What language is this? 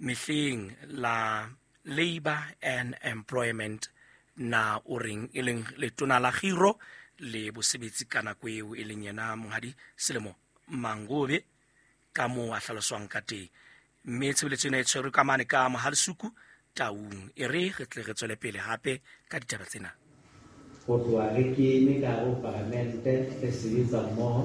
Southern Sotho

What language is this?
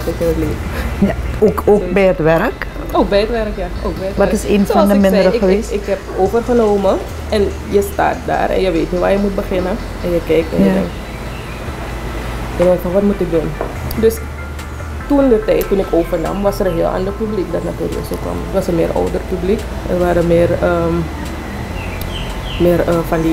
Dutch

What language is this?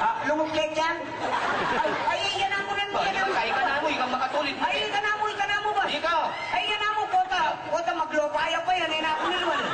Pampanga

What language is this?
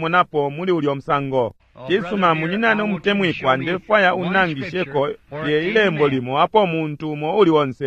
Bemba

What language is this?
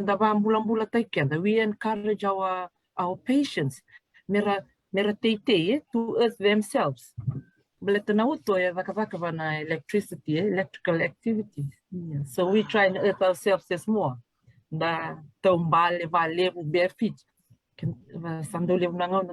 Fijian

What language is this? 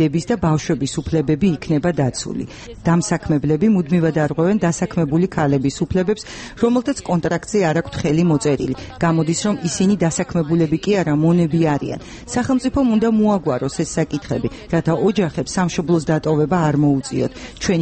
Georgian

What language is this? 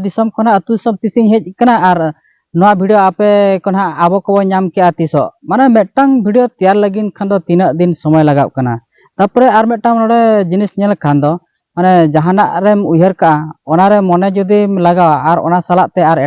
Santali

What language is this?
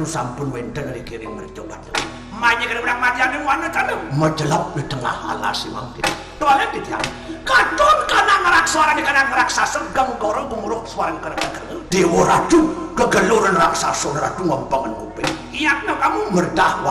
Balinese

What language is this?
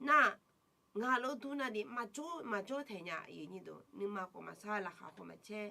Akha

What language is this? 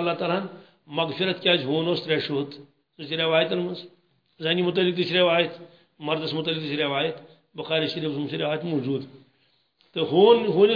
Kashmiri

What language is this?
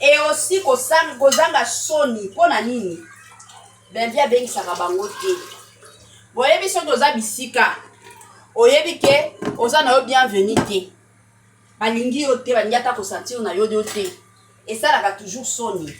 Lingala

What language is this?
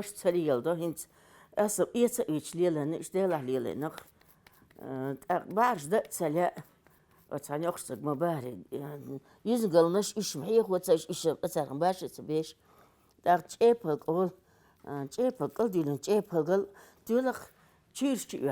Chechen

